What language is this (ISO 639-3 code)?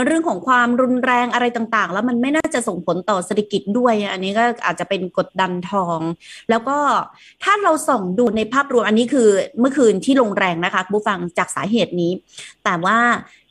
tha